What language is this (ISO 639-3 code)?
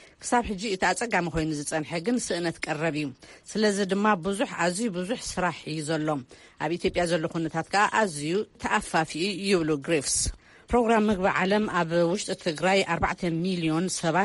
tir